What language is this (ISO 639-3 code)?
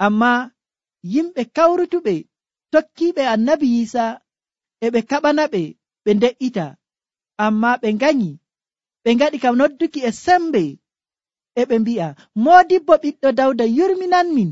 fuv